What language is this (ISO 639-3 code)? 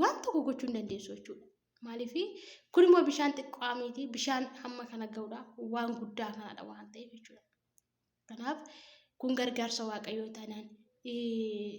orm